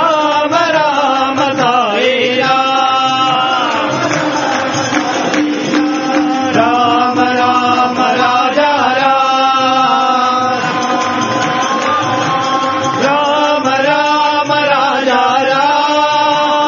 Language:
Telugu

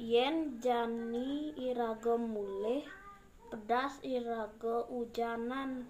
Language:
Balinese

